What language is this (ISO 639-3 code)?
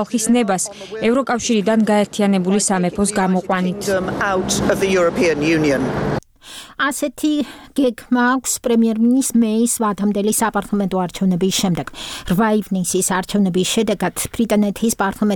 kat